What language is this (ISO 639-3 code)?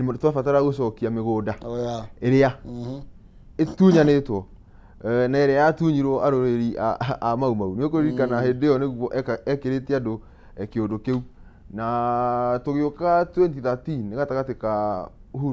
kik